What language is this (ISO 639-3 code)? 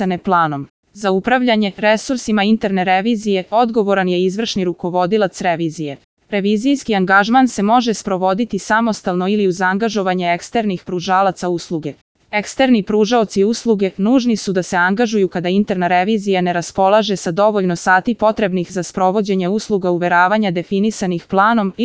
srp